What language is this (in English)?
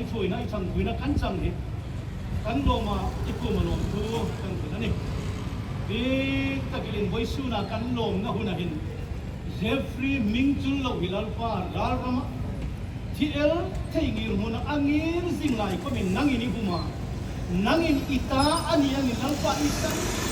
Hmar